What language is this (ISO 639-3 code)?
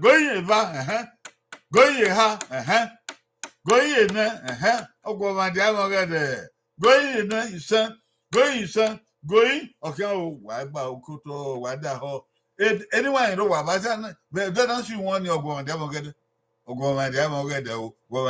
bin